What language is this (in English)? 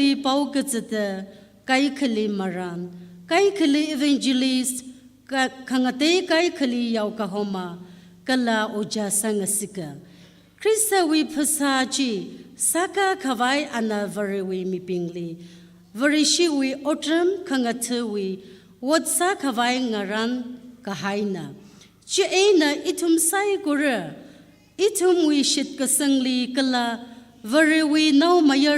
Tangkhul Naga (India)